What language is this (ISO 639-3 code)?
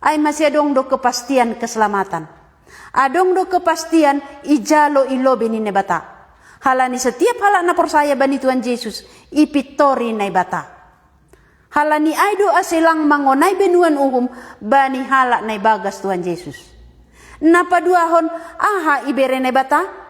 bts